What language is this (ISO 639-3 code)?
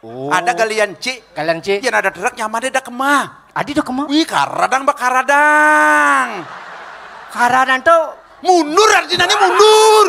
ban